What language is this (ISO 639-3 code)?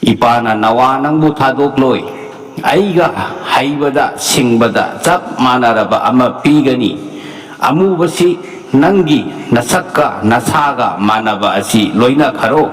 mni